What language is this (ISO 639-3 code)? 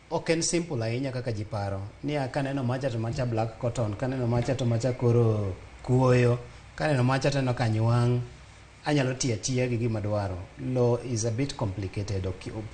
luo